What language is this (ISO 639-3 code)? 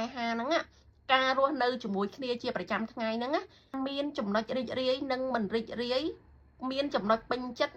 khm